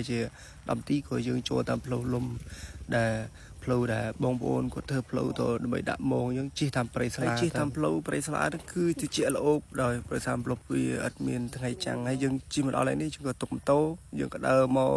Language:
Khmer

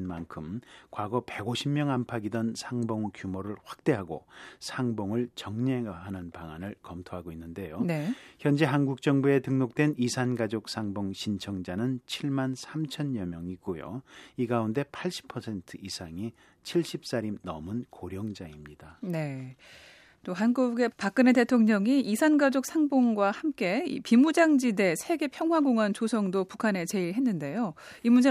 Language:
Korean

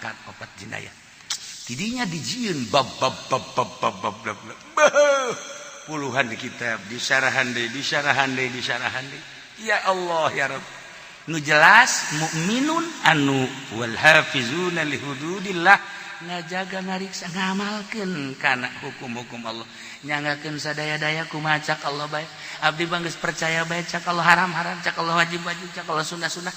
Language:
Sundanese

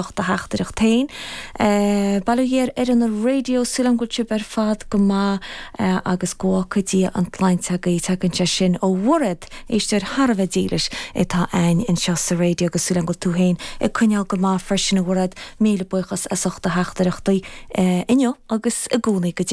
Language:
Irish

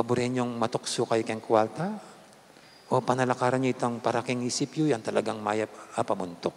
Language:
Pampanga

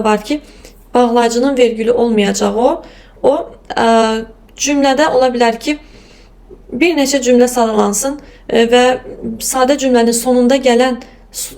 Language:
Azerbaijani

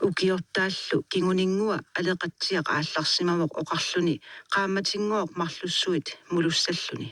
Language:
Kalaallisut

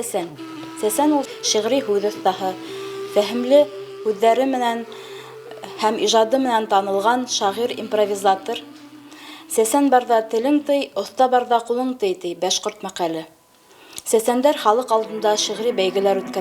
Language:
Bashkir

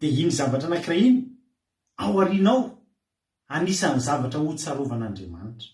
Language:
Malagasy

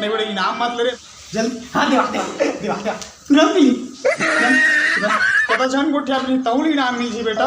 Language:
Chhattisgarhi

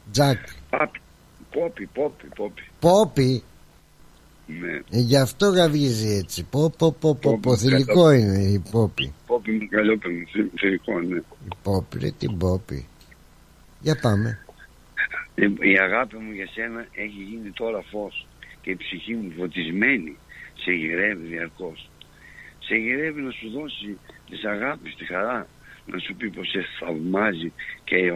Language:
Greek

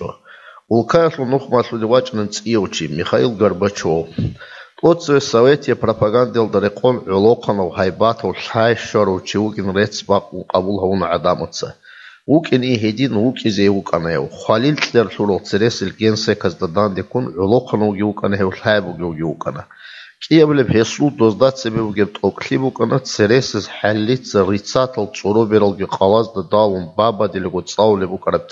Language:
Avaric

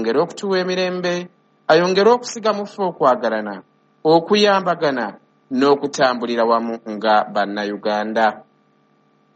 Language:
Ganda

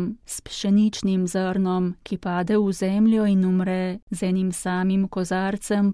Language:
Slovenian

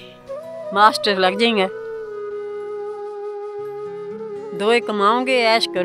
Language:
Punjabi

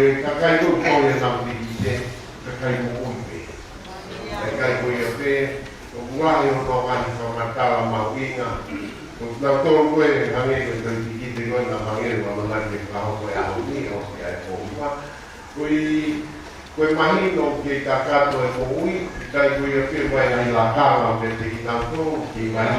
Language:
Tongan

